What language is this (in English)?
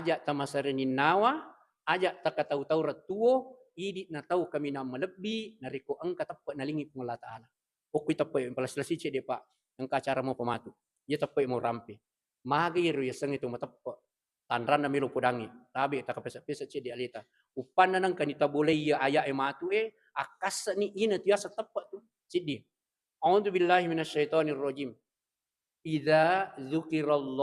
Buginese